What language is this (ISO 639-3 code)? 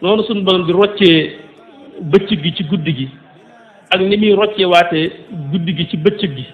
wol